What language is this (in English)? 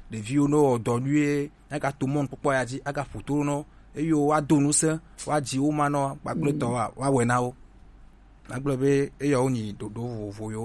Gen